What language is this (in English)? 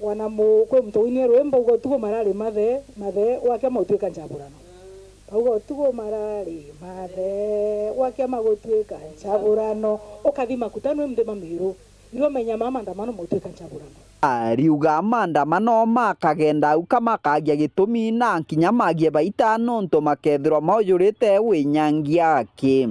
Meru